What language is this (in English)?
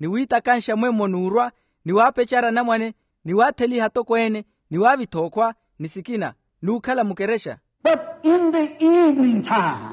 Makhuwa